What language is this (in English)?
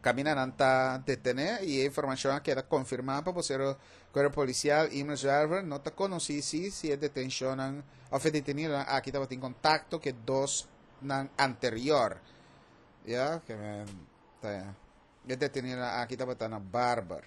Papiamento